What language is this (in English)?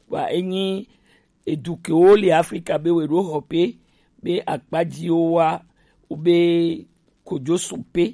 Gen